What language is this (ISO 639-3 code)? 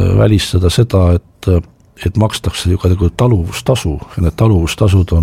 est